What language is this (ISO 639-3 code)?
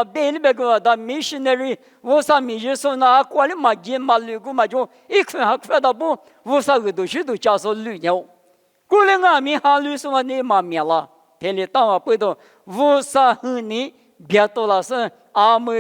lis